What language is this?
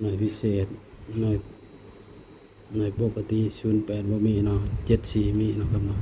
Northeastern Thai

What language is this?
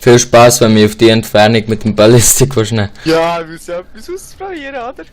Swiss German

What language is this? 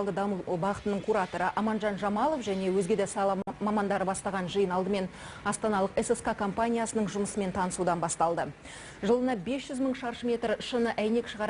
Kazakh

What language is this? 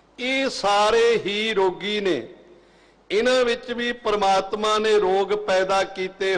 Punjabi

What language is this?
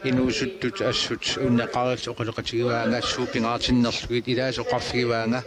Kalaallisut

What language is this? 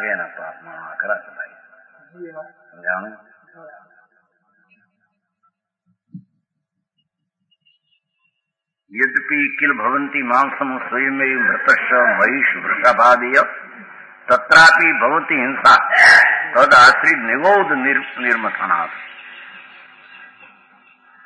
Gujarati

